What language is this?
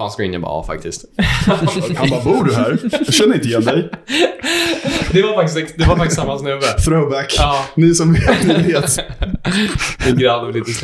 Swedish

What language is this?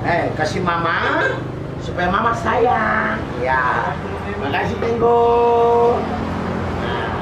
Ambonese Malay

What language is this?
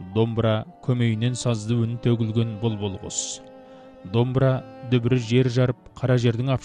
Kazakh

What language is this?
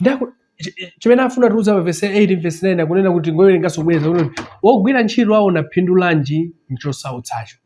Nyanja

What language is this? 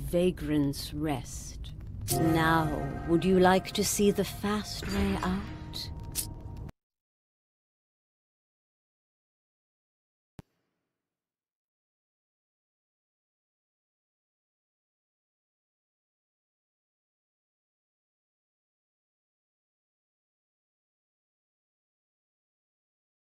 English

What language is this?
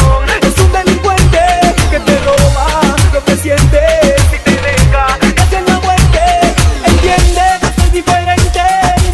Spanish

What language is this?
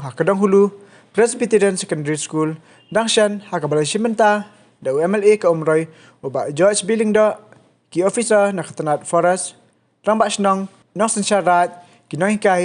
Khasi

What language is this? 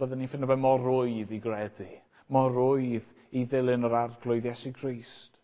Welsh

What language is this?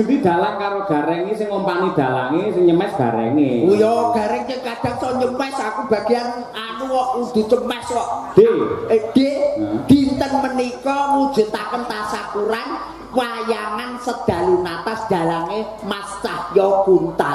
Javanese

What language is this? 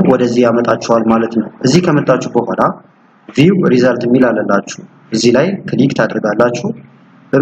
Amharic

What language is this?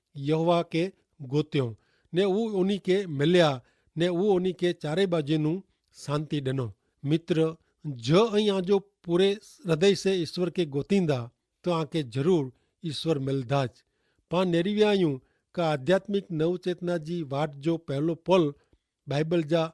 Kachhi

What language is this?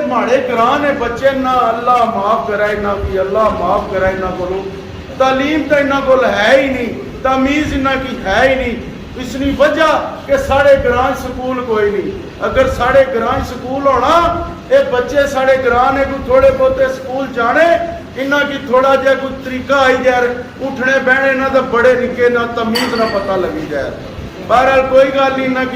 Pahari-Potwari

